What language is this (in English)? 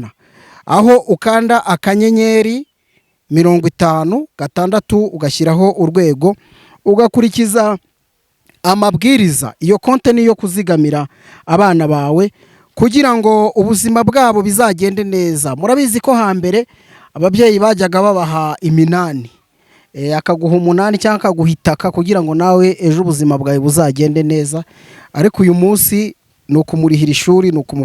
Kinyarwanda